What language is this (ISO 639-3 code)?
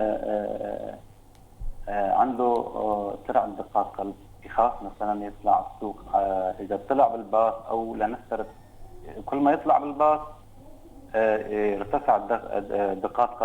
apc